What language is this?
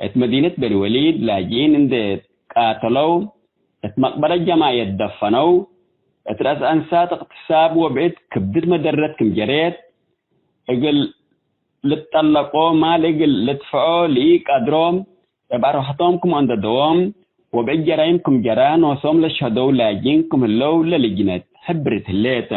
Tigre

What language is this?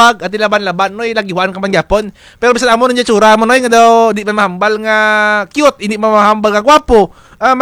Kinaray-a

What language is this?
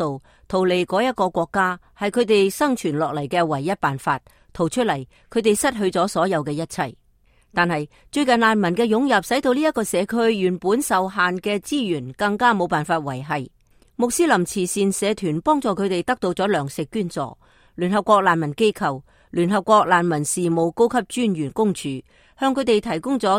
Cantonese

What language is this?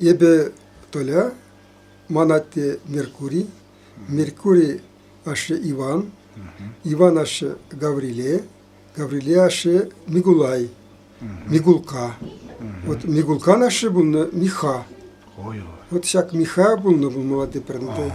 Chuvash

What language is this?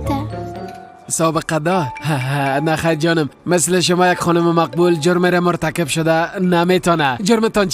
Persian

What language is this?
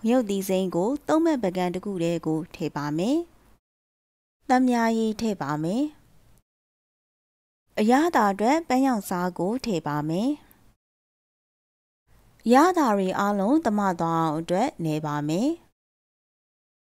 Burmese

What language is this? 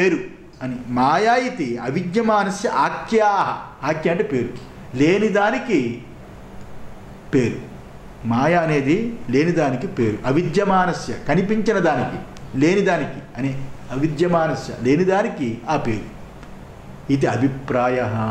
Telugu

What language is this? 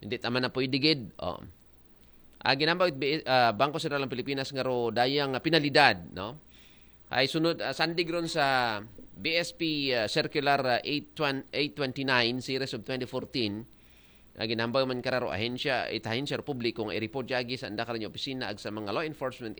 Aklanon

